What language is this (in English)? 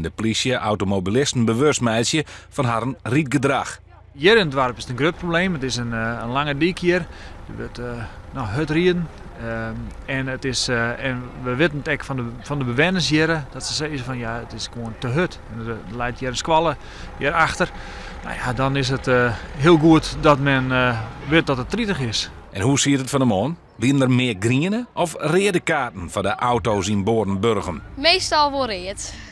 Western Frisian